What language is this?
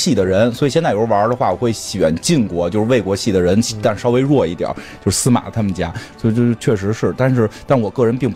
Chinese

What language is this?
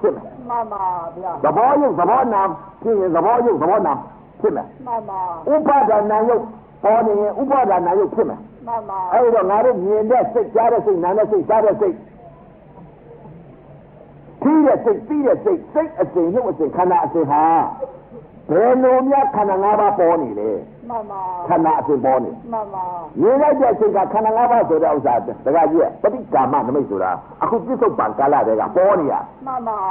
Burmese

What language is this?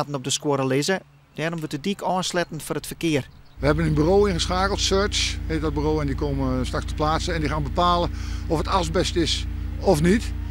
Western Frisian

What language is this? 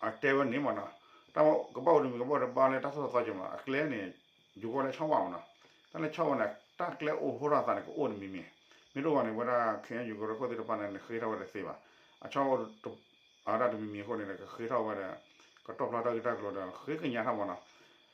S'gaw Karen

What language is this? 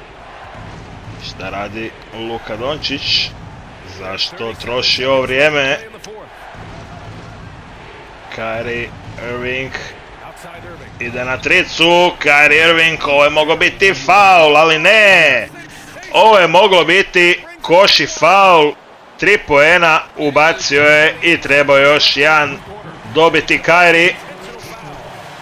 Croatian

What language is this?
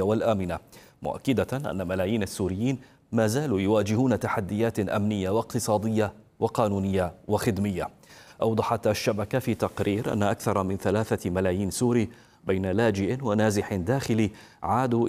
Arabic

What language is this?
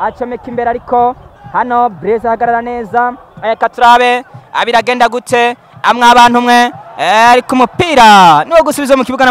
Rundi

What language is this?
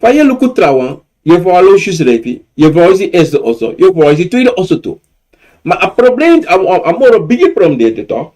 Sranan Tongo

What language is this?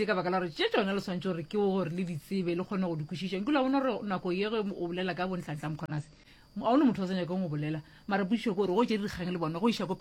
Northern Sotho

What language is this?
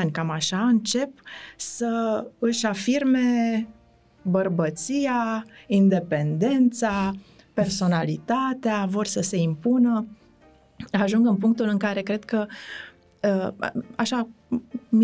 Romanian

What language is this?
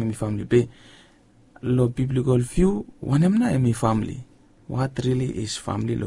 Bislama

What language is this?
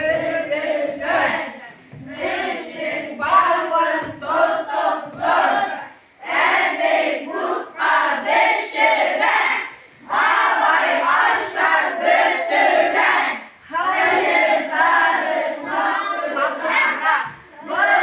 Bashkir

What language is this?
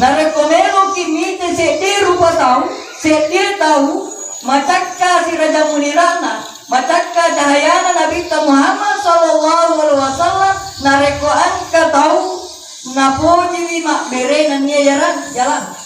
Buginese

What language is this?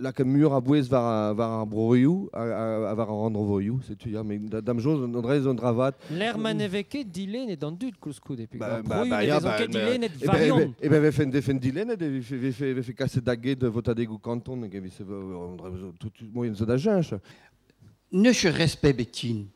Breton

